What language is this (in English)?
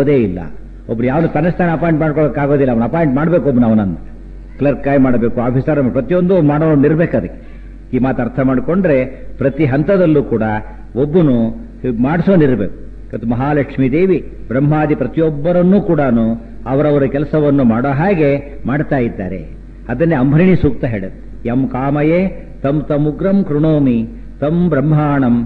Kannada